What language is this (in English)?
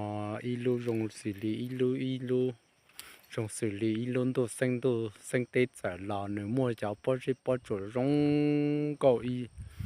Hmong